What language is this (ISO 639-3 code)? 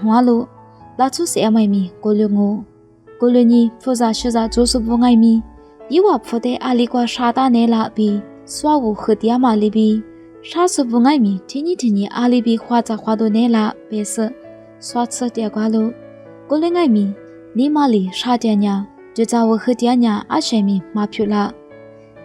lis